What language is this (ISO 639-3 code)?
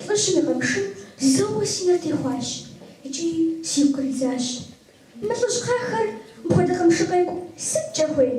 kbd